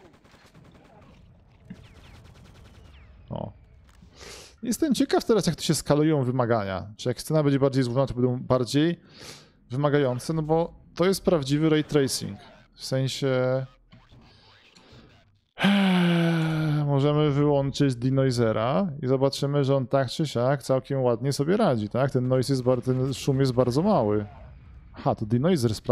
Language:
Polish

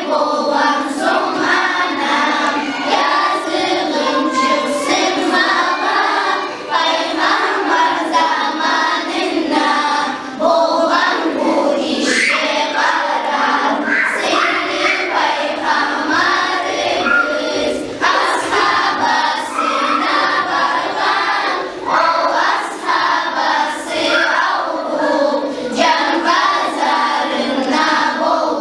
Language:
Kumyk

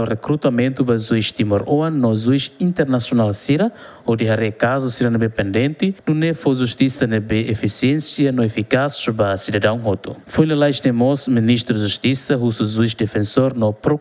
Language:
Tetum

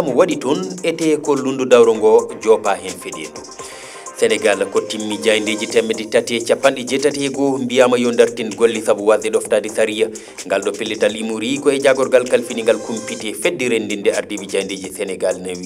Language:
Fula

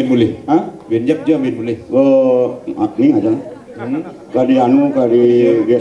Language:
Balinese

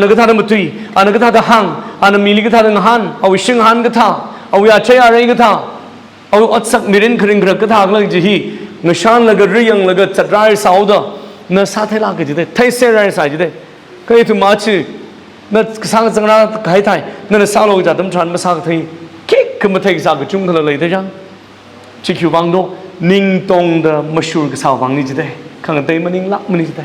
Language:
Tangkhul Naga (India)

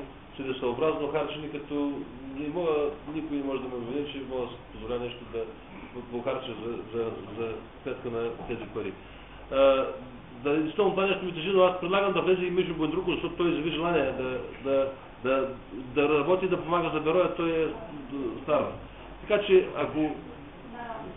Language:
Bulgarian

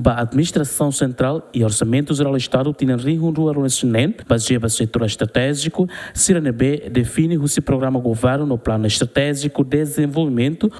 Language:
Tetum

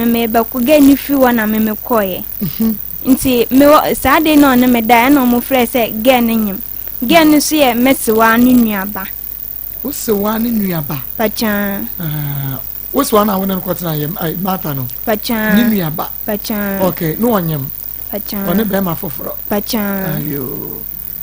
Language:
Akan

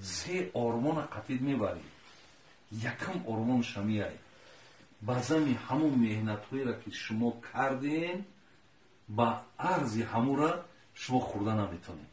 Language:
Tajik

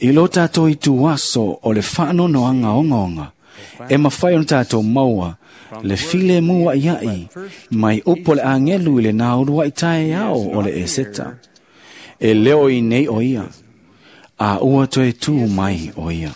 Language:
Samoan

